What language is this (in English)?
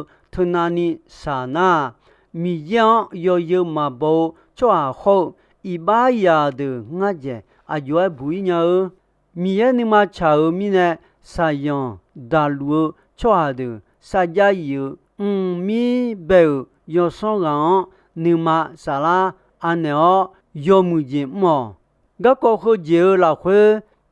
Akha